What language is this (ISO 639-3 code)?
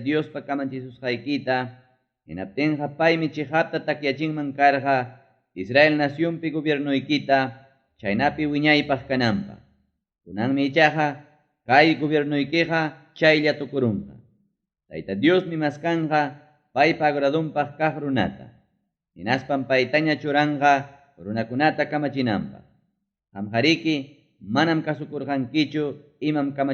quy